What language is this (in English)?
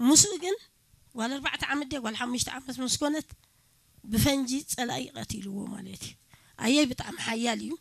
Tigrinya